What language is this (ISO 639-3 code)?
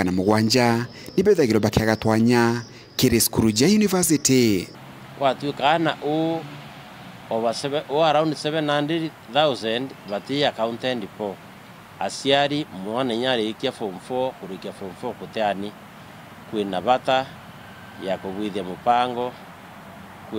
mer